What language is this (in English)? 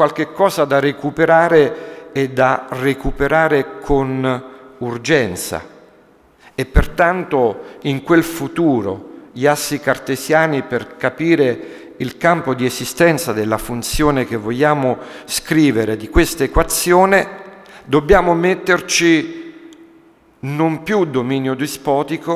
Italian